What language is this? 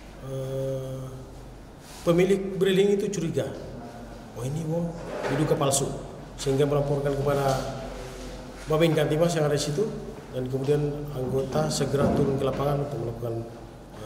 Indonesian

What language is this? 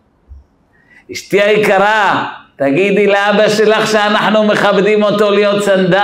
Hebrew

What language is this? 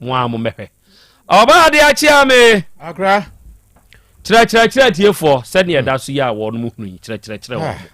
Akan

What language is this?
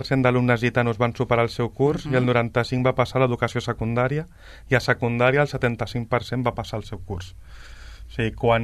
Catalan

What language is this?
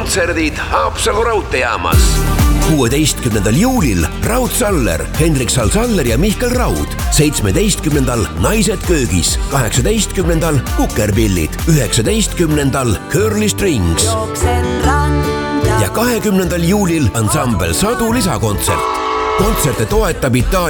Estonian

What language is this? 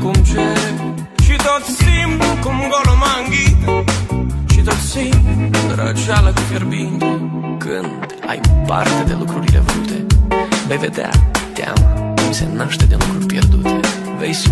Romanian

